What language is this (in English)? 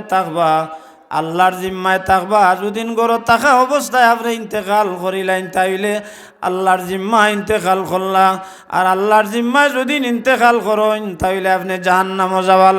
Sylheti